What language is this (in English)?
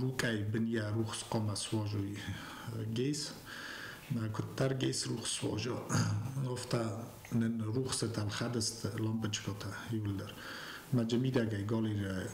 Ossetic